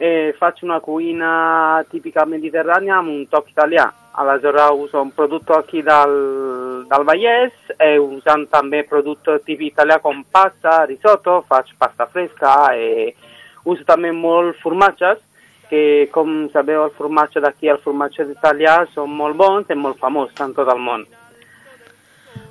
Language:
Catalan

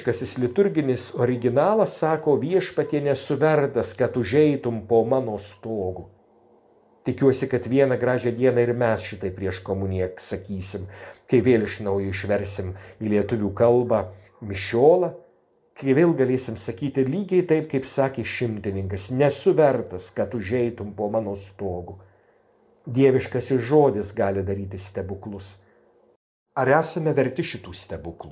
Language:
Lithuanian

